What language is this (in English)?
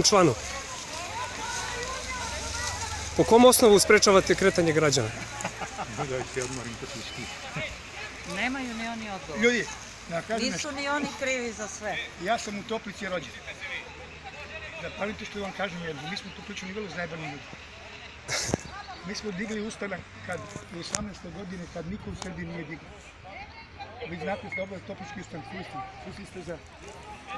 Serbian